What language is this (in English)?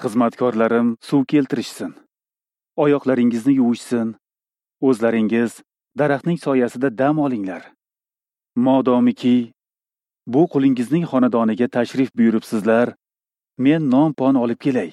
Uzbek